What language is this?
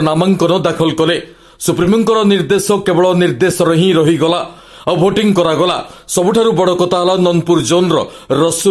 Odia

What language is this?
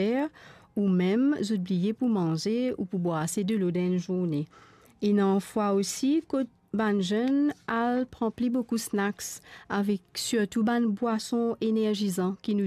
Morisyen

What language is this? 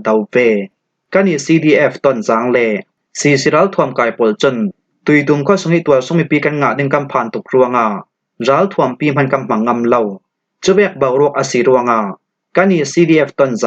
Falam Chin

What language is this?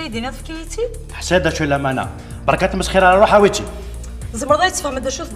Kabyle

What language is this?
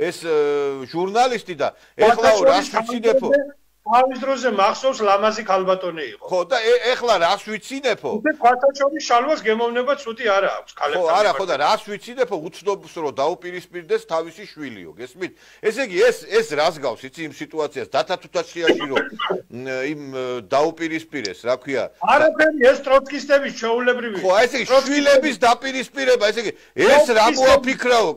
Georgian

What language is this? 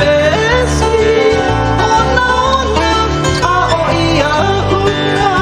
Hawaiian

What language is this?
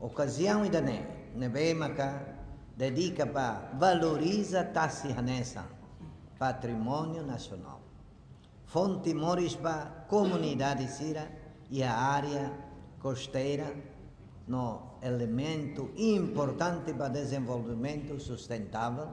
Tetum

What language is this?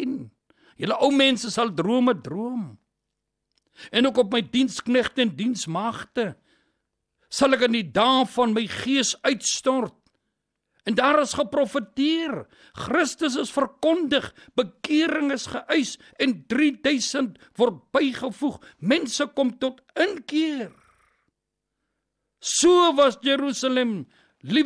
Afrikaans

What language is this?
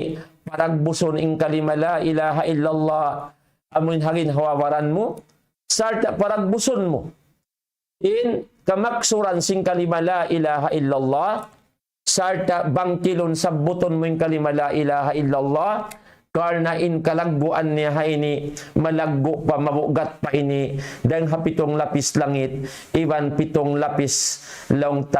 Tausug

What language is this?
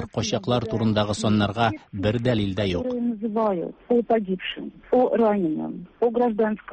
Tatar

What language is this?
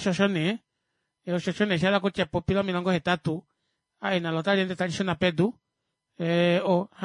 Kuanyama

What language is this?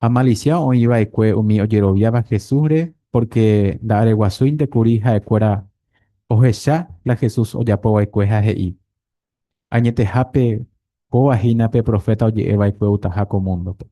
Guarani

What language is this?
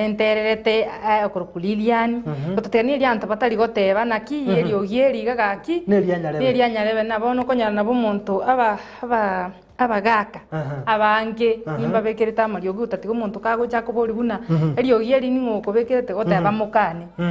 Gusii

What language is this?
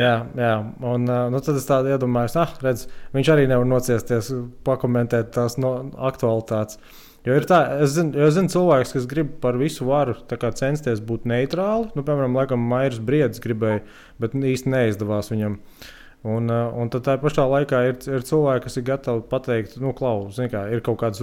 Latvian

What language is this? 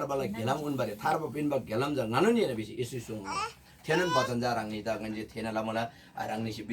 Eastern Tamang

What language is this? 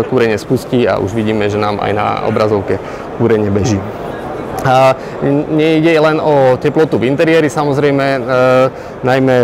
Slovak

